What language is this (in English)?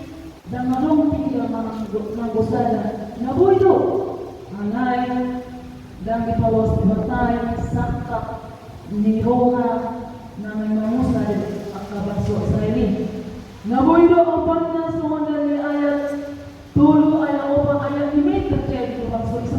Batak Toba